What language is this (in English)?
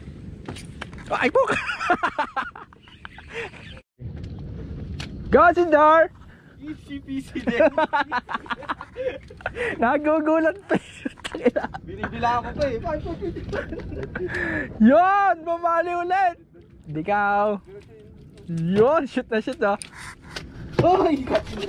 Filipino